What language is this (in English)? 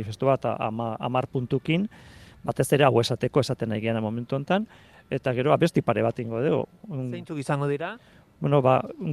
Basque